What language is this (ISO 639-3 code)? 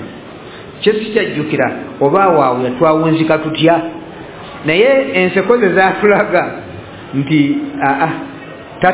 lug